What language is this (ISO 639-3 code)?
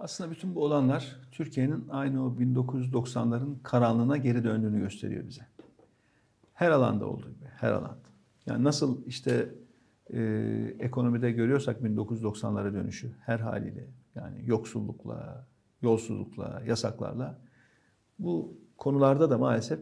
tur